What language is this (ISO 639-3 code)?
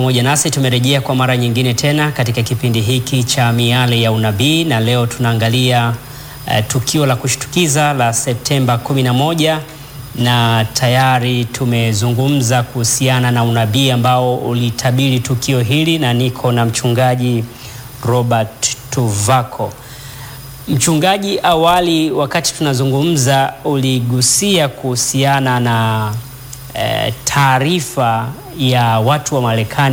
swa